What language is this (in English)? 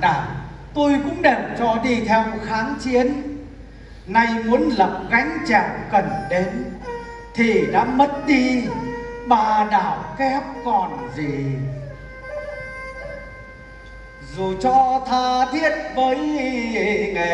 Vietnamese